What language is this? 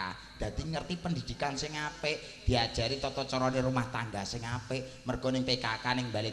Javanese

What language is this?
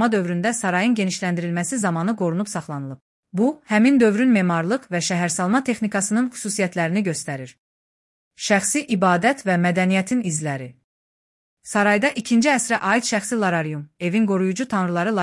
Azerbaijani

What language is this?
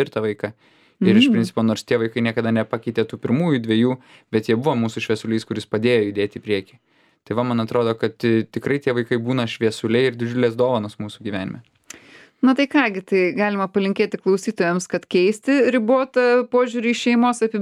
Lithuanian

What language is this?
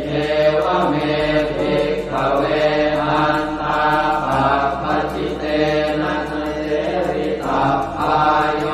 Pali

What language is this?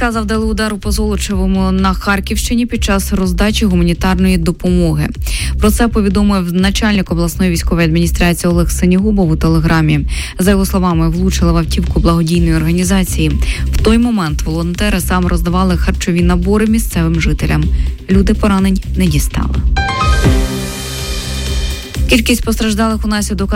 Ukrainian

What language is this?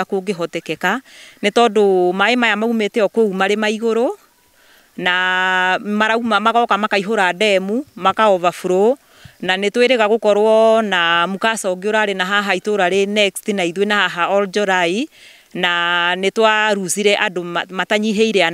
Kikuyu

